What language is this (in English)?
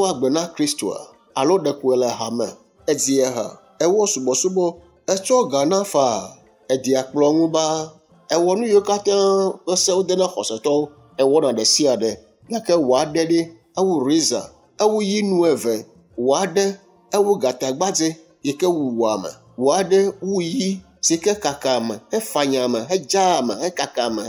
Ewe